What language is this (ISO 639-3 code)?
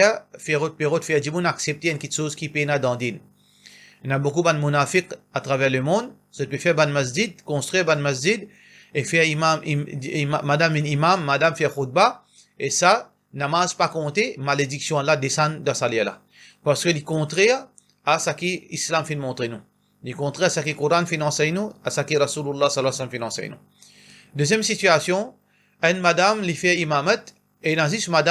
mfe